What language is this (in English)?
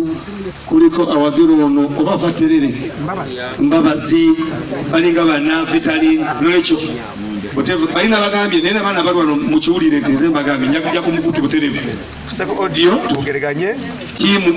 Ganda